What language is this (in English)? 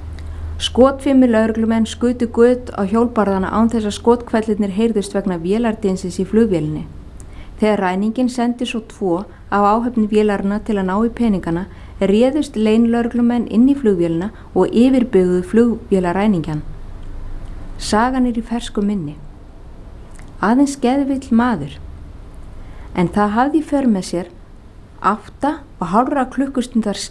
Icelandic